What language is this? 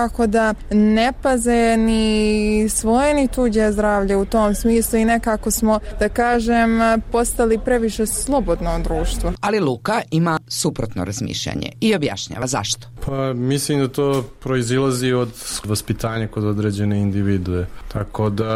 Croatian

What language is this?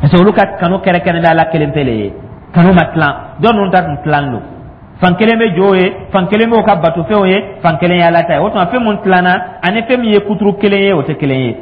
Dyula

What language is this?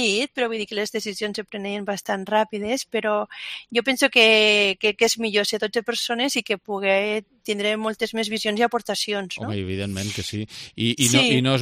Catalan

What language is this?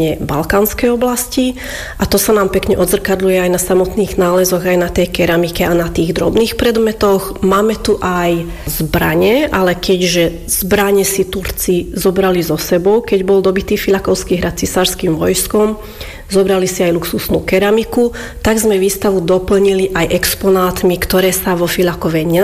Slovak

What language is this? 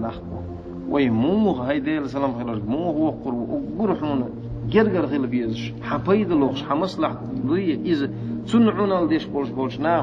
Chechen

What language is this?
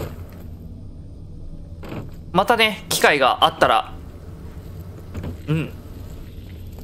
Japanese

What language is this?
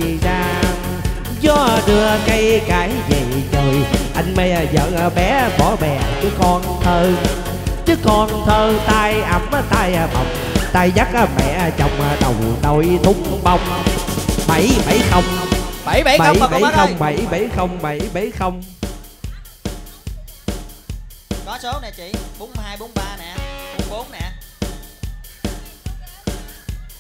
Vietnamese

